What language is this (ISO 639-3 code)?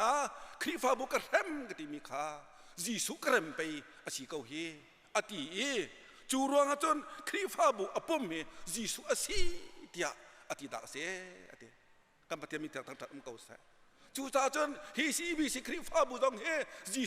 cnh